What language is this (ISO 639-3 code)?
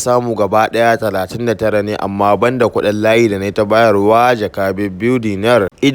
hau